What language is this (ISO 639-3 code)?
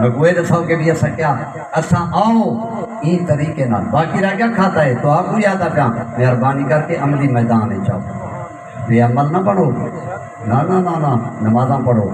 skr